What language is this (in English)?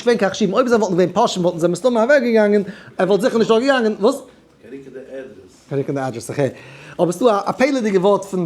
Yiddish